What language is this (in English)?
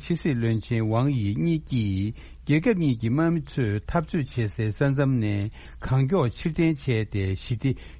Tibetan